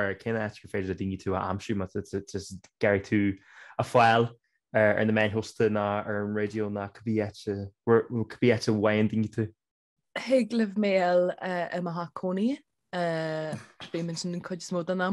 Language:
Irish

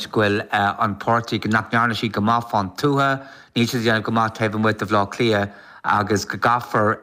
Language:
Irish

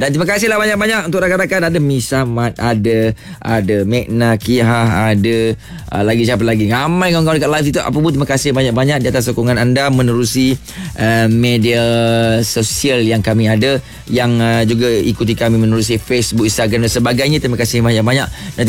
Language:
Malay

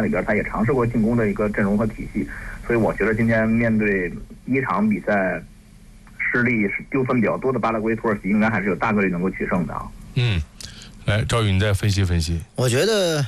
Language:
Chinese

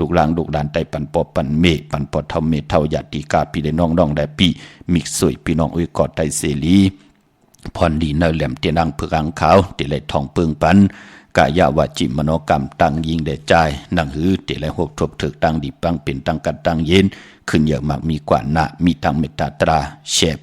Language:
Shan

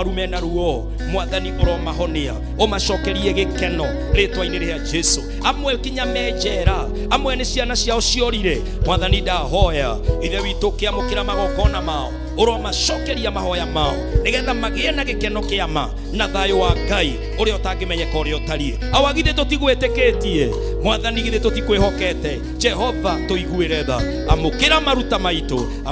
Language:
Kikuyu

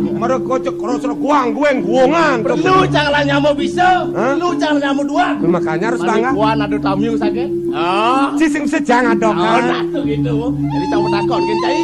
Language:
Balinese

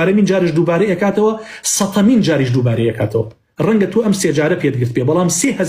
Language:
Central Kurdish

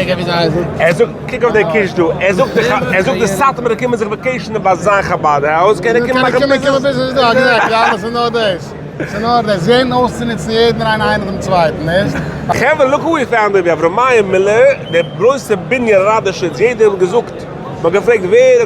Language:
Yiddish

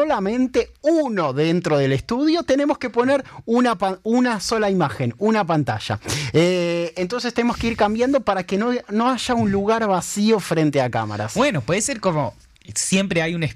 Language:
Spanish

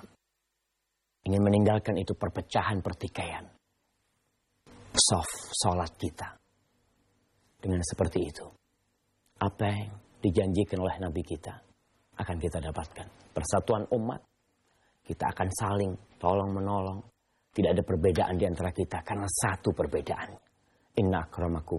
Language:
Indonesian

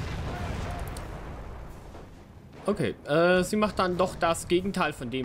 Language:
German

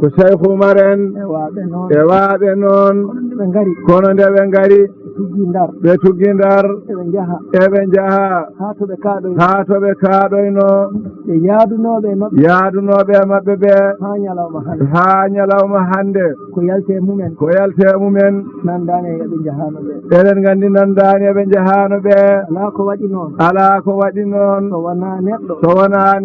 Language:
Fula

